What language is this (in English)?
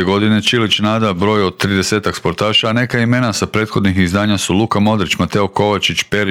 Croatian